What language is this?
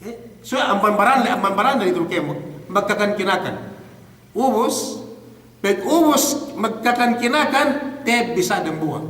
Yakan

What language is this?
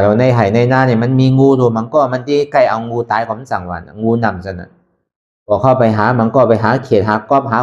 Shan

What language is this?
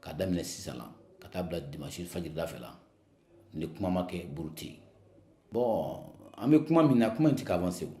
Bambara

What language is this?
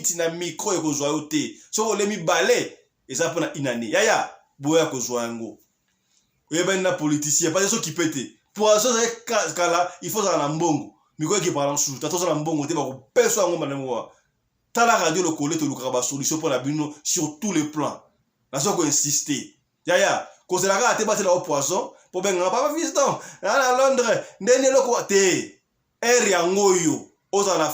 Lingala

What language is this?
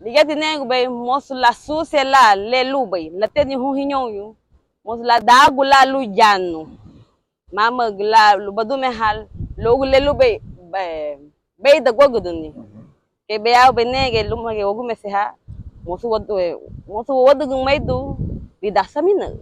Garifuna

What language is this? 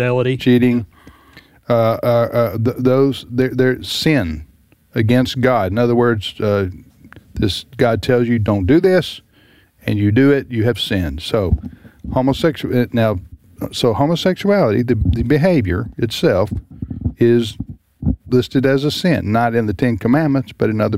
English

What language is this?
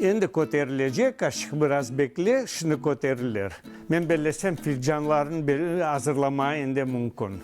Crimean Tatar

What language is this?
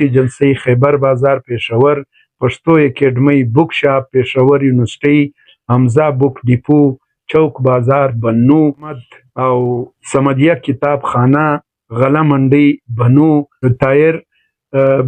Pashto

